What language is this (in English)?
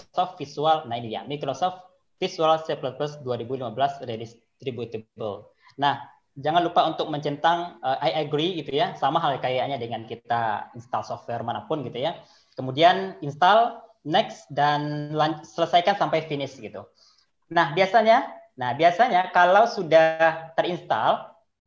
Indonesian